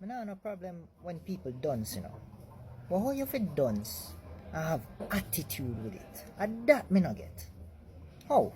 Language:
Jamaican Creole English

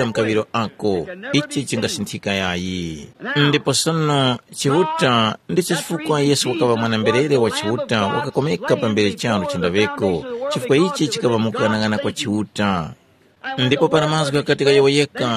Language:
Tumbuka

